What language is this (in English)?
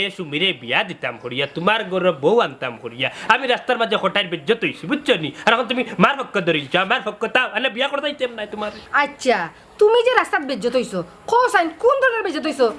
Sylheti